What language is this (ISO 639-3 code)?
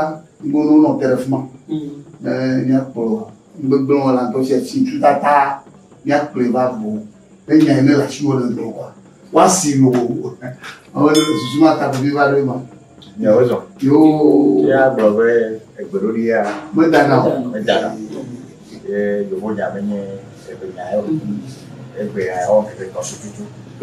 ewe